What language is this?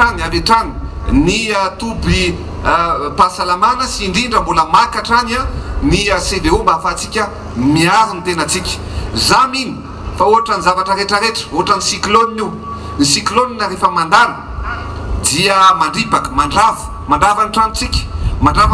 Malagasy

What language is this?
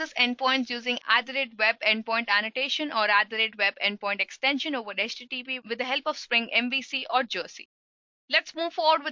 English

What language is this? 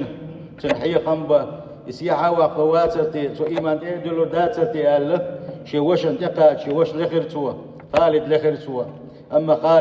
Chechen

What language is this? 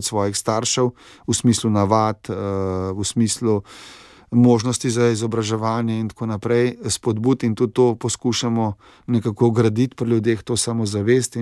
Slovenian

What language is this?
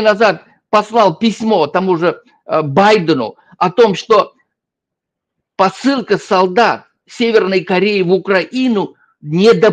Russian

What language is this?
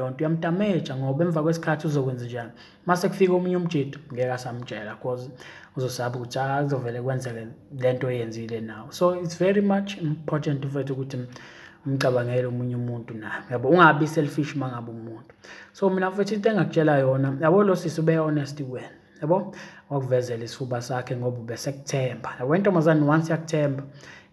Zulu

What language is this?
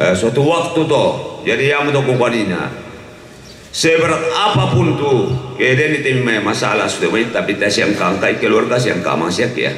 Toraja-Sa'dan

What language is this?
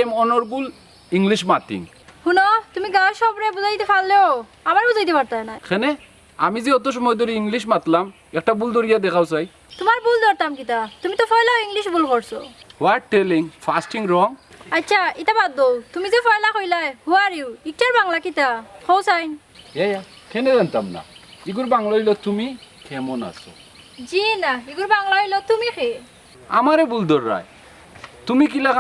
Sylheti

